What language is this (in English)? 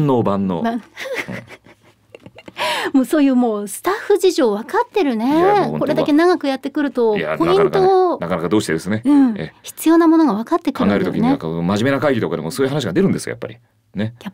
Japanese